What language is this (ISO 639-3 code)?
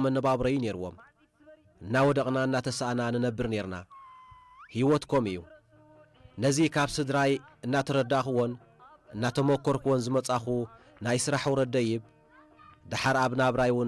tir